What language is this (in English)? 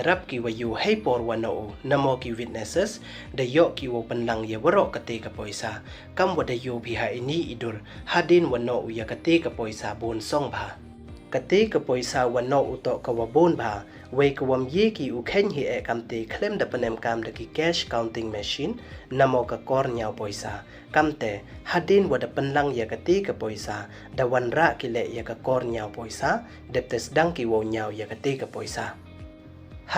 Pnar